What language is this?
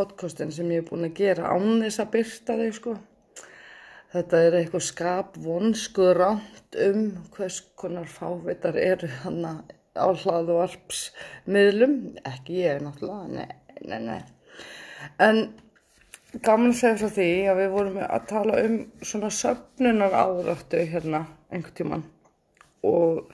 Icelandic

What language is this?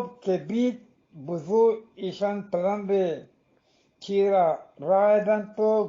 Eastern Balochi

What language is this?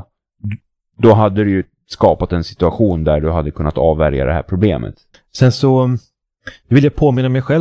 Swedish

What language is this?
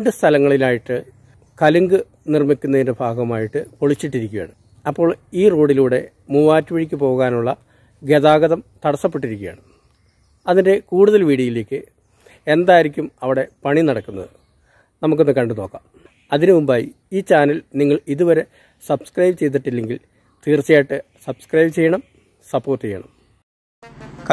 Malayalam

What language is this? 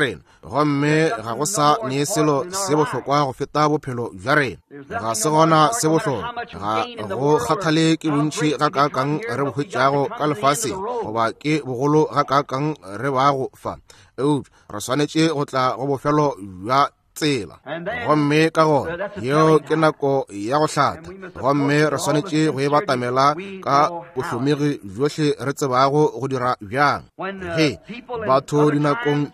Northern Sotho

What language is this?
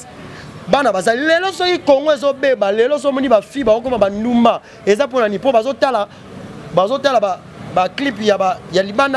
Lingala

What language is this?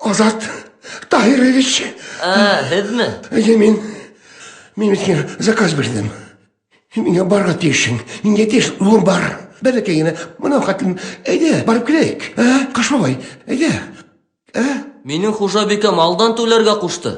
Bashkir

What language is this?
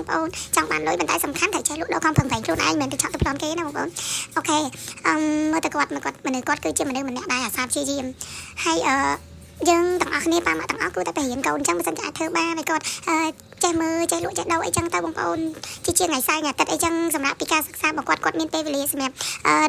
Khmer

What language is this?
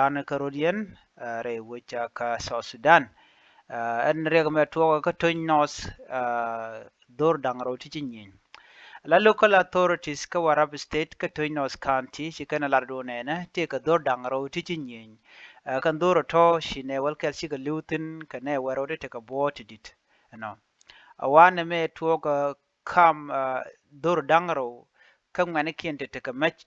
Nuer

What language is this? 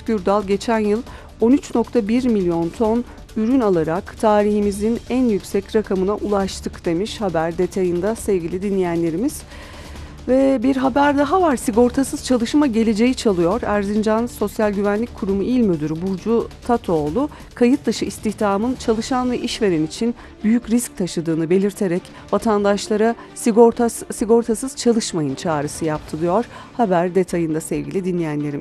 Turkish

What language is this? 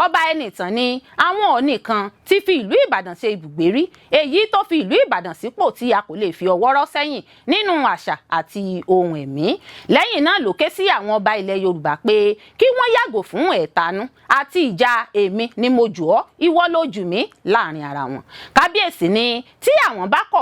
Yoruba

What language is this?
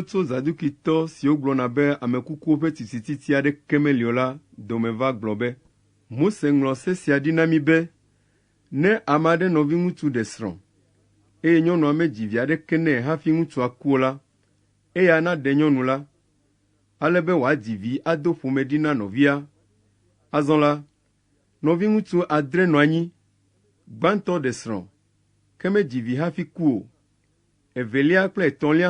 Ewe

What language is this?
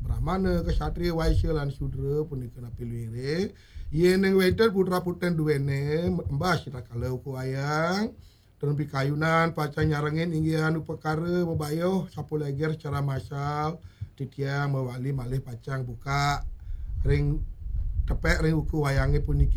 Balinese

